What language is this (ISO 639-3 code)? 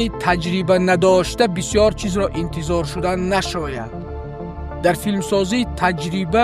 tgk